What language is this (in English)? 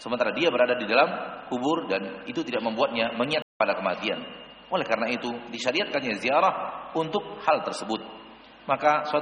Indonesian